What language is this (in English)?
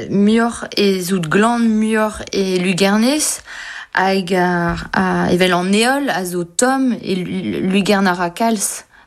Breton